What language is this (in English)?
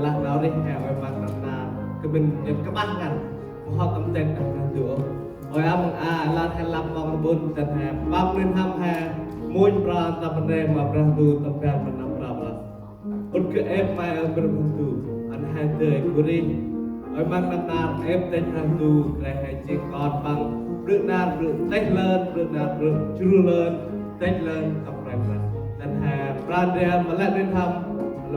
Central Mnong